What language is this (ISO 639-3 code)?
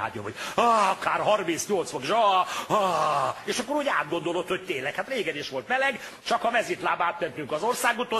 hun